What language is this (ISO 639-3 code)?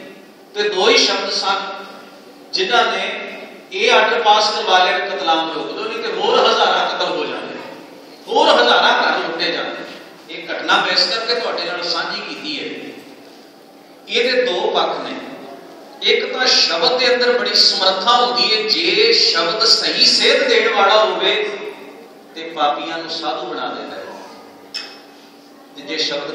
pan